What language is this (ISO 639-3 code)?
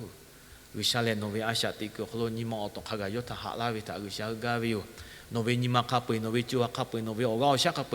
lhu